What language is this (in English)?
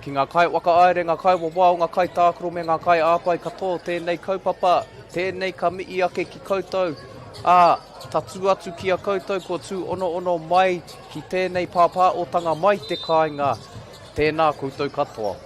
Māori